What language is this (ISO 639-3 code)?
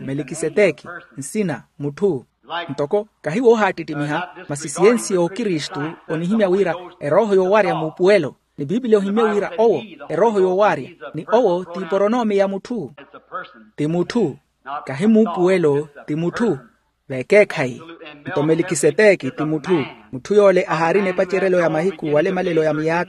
vmw